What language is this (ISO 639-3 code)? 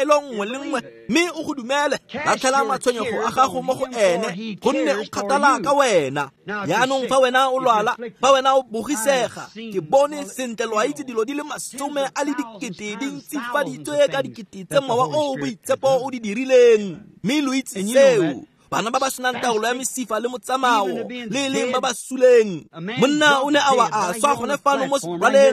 tsn